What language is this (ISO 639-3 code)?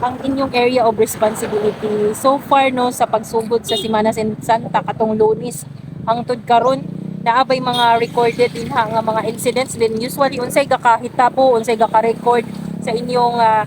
ceb